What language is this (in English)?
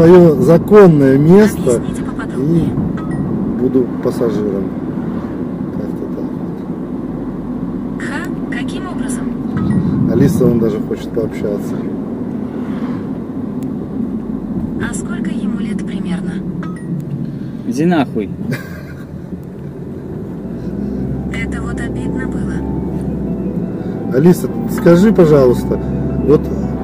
Russian